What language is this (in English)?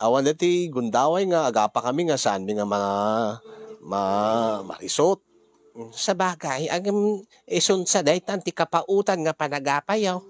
Iloko